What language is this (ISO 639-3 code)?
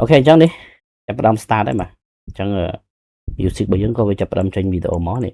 khm